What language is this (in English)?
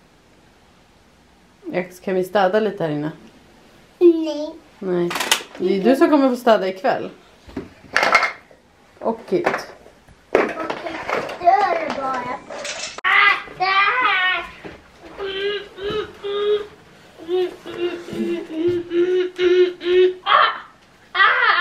Swedish